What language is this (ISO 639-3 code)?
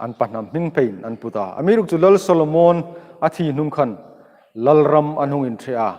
hmr